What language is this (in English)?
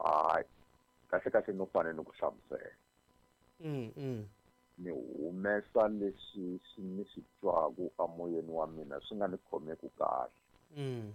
Tsonga